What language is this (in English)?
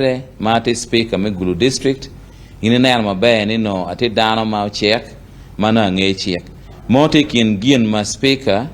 Acoli